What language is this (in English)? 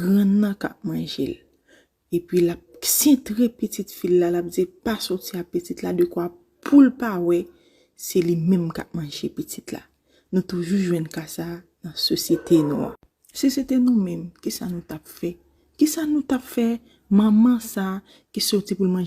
Haitian Creole